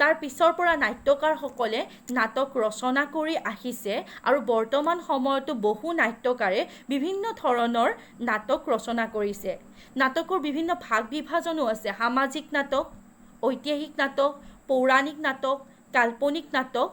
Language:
Assamese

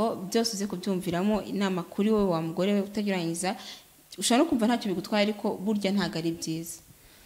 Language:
Kinyarwanda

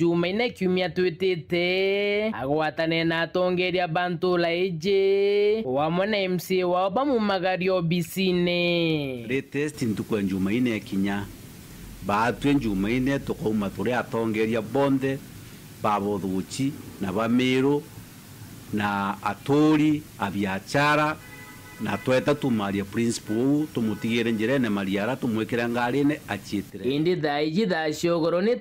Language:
Meru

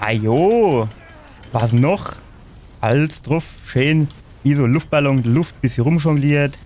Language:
Palatine German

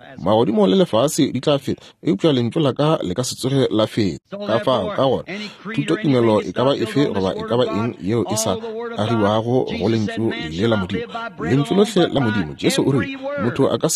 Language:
Northern Sotho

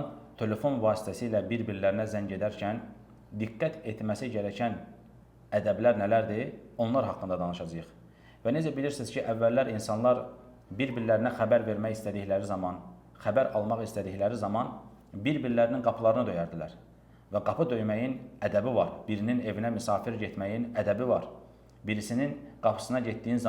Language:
Azerbaijani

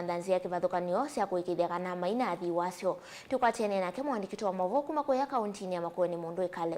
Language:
Kamba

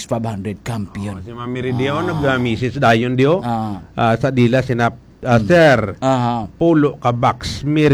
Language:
Hiligaynon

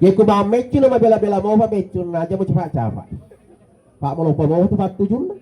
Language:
Buginese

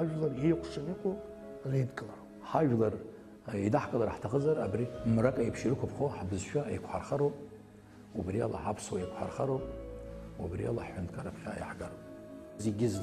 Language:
Abkhazian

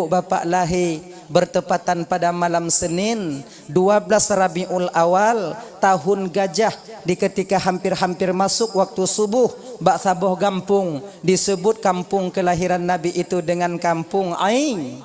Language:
Achinese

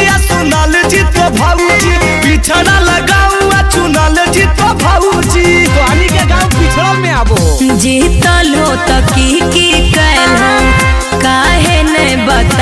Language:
Magahi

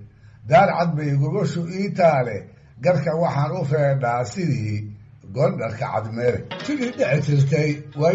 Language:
Somali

